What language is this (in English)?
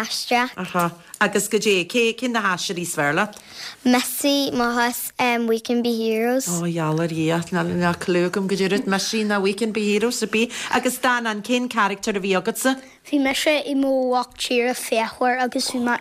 Irish